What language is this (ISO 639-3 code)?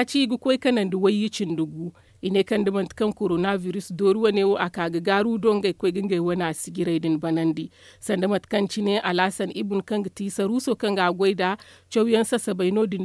dje